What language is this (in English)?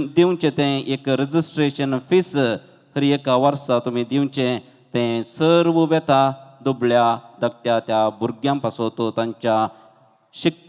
Konkani